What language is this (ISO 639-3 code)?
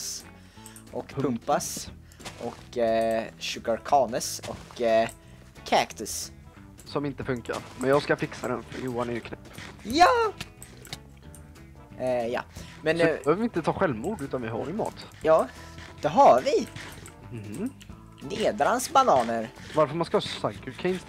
swe